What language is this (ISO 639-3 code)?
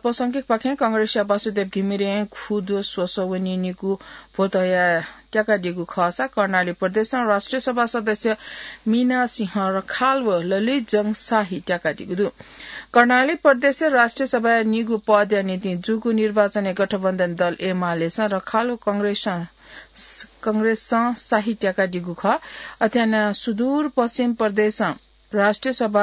new